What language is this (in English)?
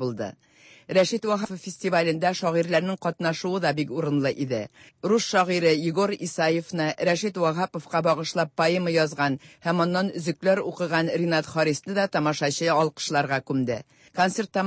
Tatar